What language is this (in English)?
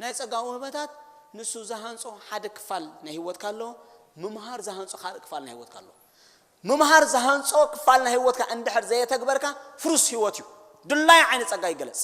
Tigrinya